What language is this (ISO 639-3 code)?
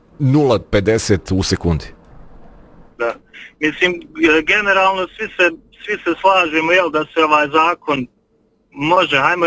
bos